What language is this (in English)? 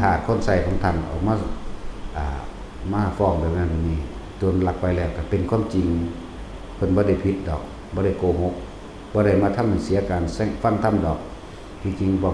Northeastern Thai